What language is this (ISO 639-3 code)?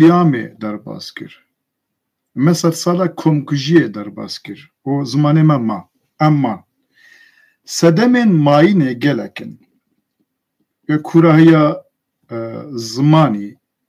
kur